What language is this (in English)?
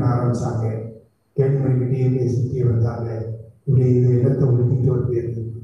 Tamil